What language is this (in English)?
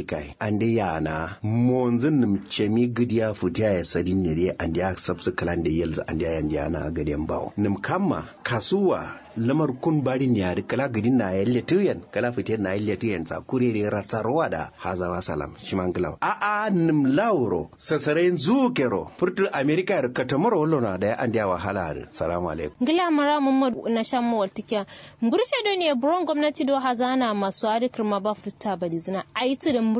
Kanuri